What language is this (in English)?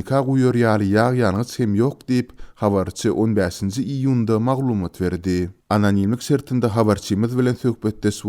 Turkmen